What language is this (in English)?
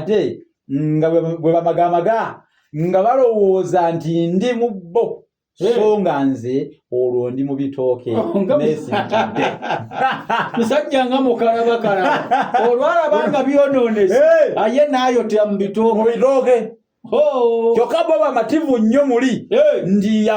Ganda